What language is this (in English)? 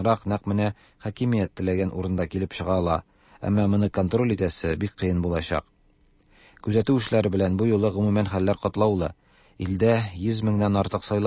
Tatar